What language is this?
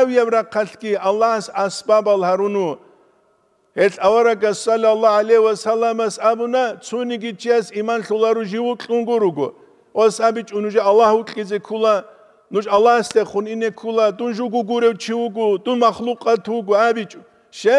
Avaric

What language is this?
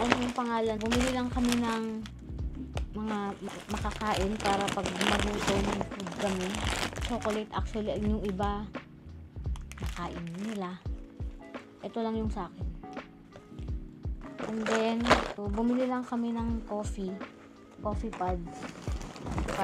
Filipino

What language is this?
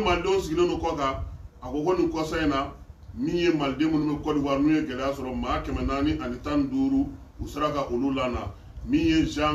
Bambara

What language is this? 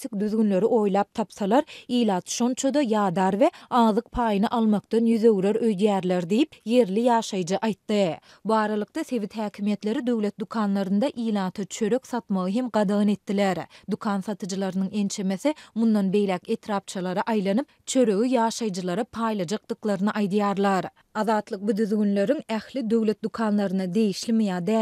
Turkmen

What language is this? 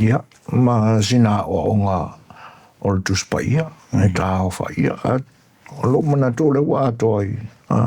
Samoan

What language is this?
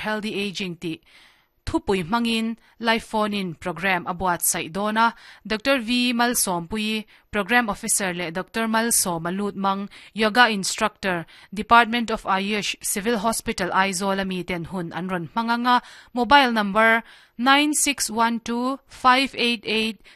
Mizo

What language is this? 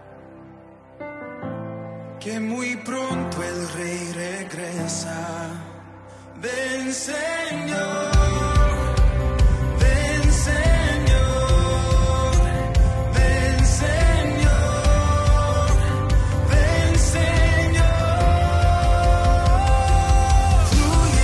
Spanish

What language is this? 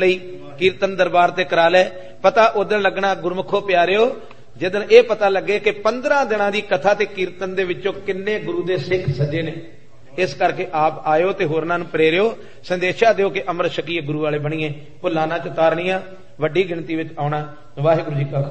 Punjabi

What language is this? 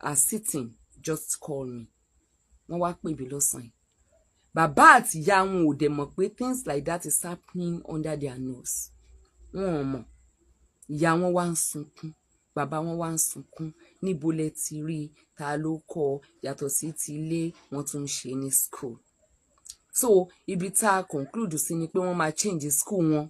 Yoruba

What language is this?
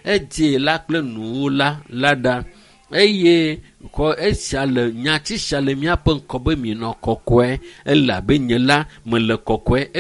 Ewe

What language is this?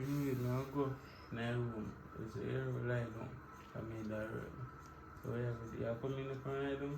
Jamaican Creole English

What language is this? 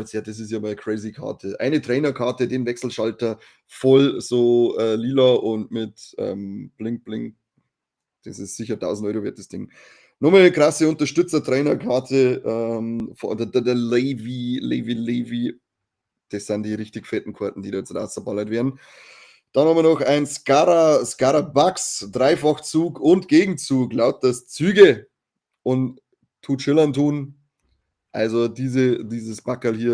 Bavarian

